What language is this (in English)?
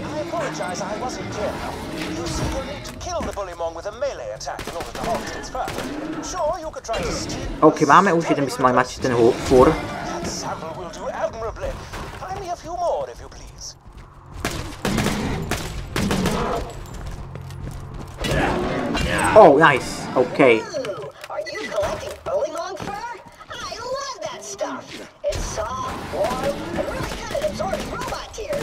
Slovak